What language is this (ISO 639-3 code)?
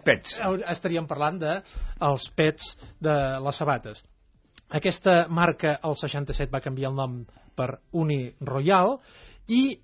cat